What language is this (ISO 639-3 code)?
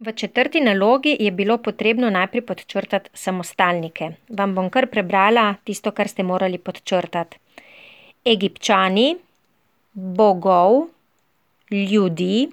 slv